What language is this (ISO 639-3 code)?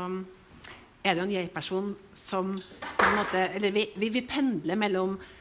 nor